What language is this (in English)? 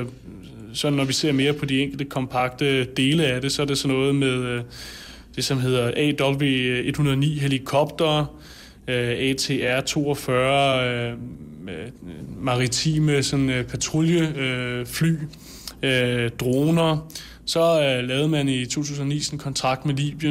Danish